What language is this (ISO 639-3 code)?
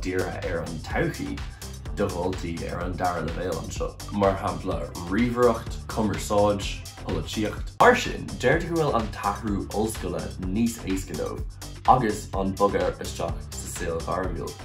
gle